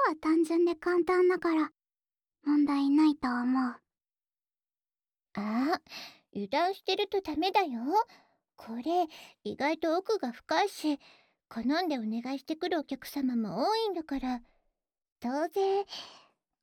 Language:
Japanese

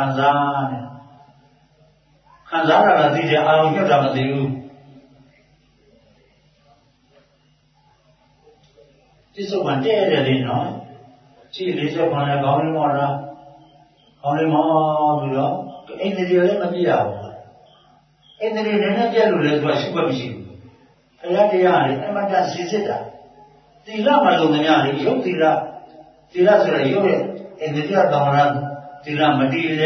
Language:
Burmese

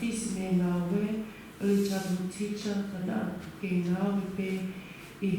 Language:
Tongan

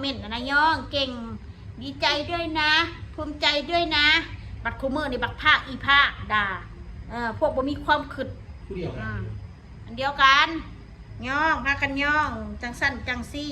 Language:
Northeastern Thai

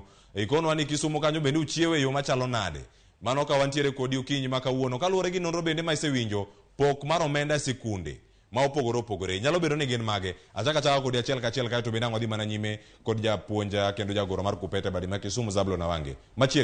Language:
Luo (Kenya and Tanzania)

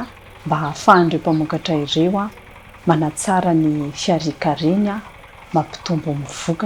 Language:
Malagasy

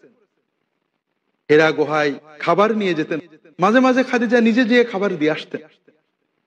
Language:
Bangla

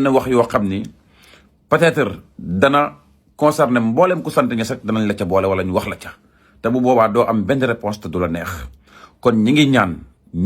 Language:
Wolof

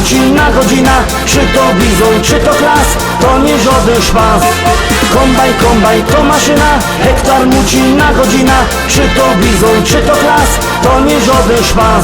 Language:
Silesian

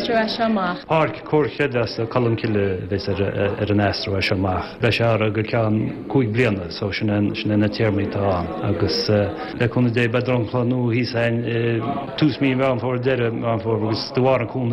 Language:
Irish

